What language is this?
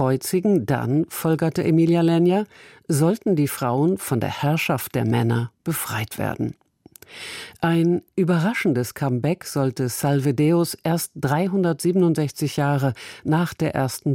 German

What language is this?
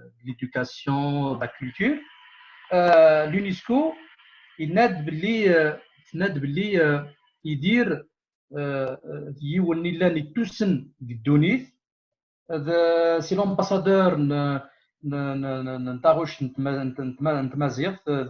Kabyle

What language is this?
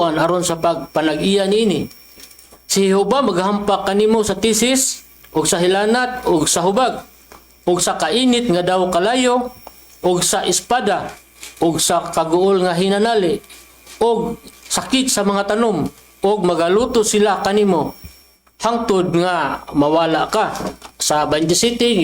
Cebuano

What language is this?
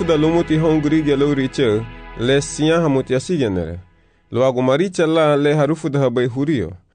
Garifuna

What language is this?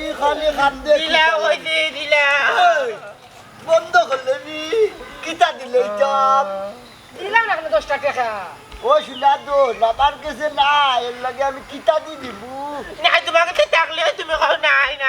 Sylheti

